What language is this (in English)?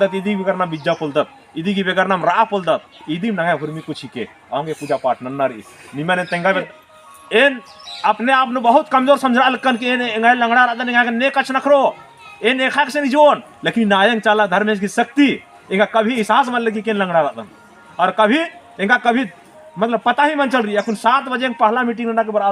Kurukh